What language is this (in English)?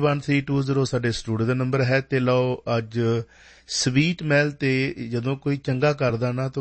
Punjabi